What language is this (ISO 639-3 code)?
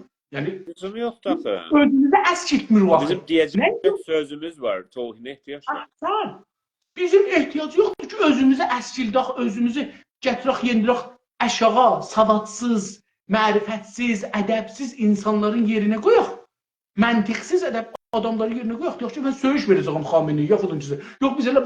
azb